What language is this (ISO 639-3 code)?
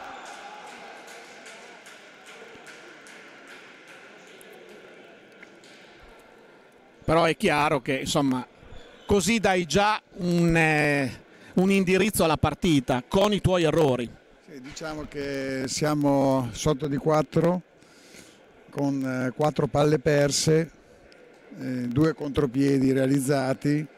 ita